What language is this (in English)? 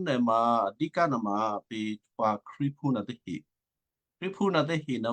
Western Kayah